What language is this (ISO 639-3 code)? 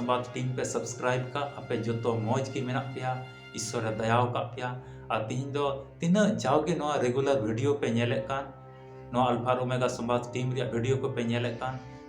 sat